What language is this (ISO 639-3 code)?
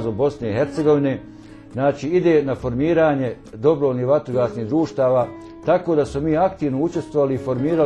bos